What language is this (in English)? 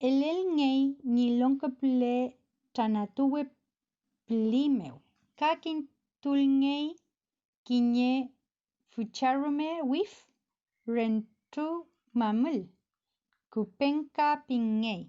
Mapuche